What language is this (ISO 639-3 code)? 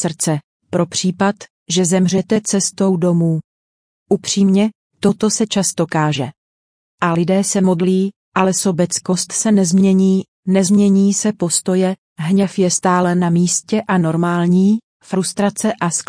ces